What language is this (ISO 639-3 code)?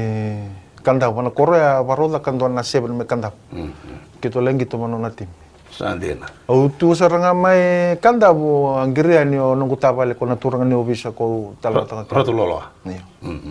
fij